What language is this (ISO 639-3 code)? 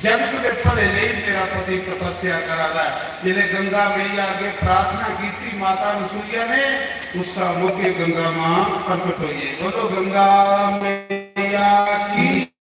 doi